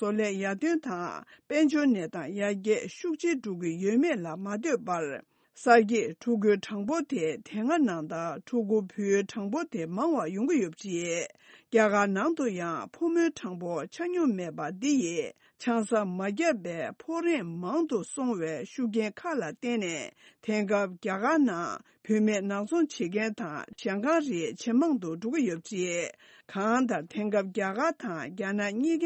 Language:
Tibetan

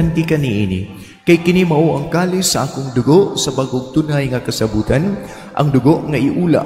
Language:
Cebuano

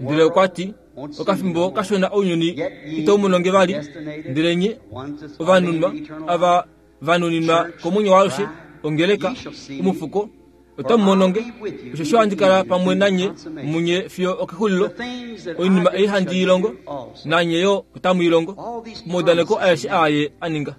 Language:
Kuanyama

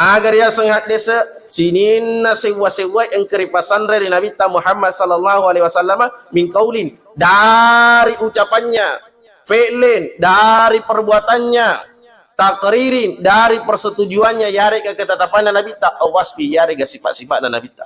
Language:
Buginese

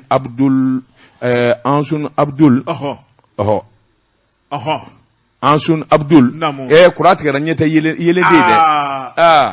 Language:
Bambara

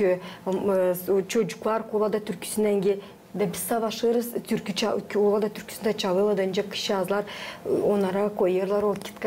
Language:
Gagauz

